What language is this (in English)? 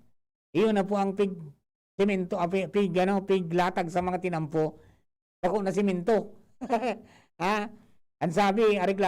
Bikol